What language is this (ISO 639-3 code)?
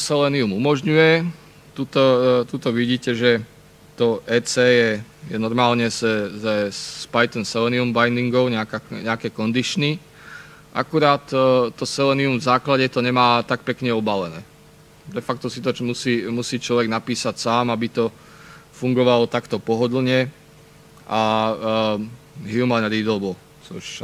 slk